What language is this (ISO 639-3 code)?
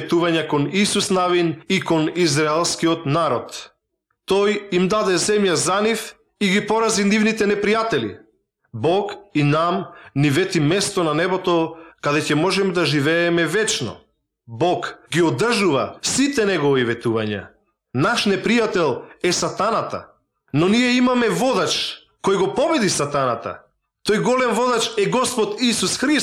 mkd